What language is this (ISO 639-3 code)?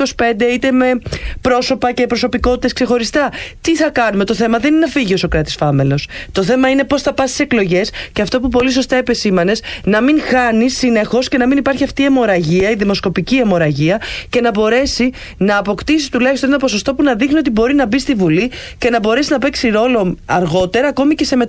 ell